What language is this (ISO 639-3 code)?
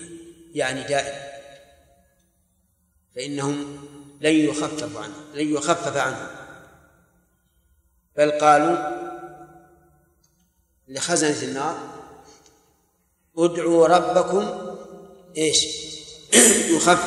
ara